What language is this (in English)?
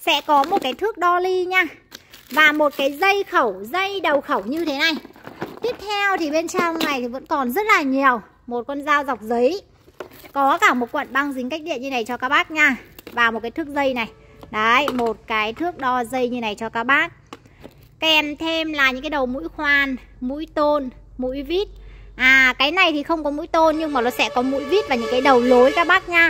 Vietnamese